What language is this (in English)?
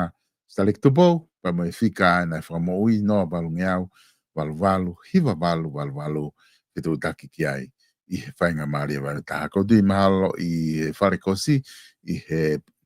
Tongan